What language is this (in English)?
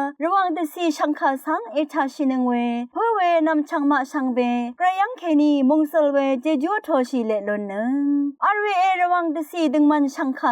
Rawang